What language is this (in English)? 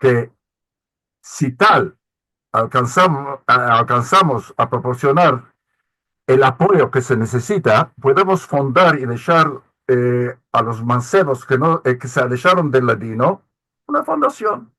Ladino